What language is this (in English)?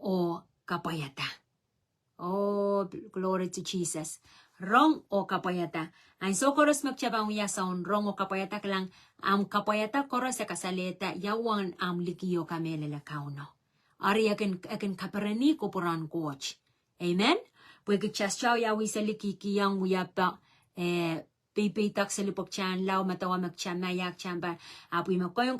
Pohnpeian